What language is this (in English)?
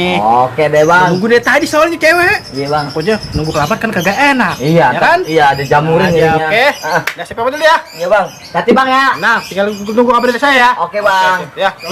Betawi